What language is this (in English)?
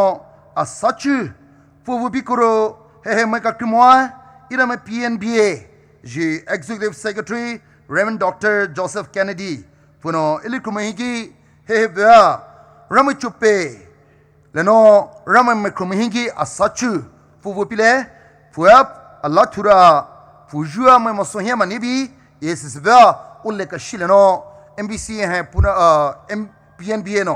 Poumei Naga